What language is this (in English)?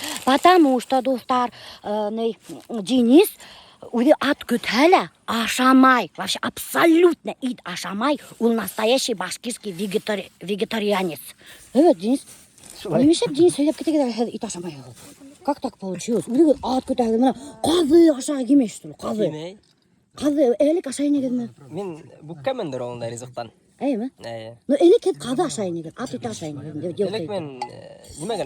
Bashkir